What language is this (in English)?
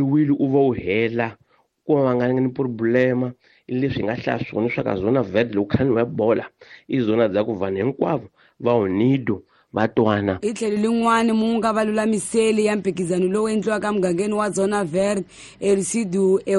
Tsonga